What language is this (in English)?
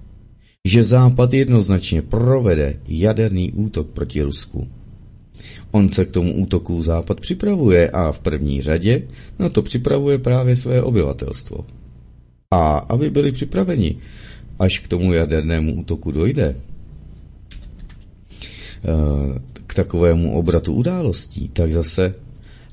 Czech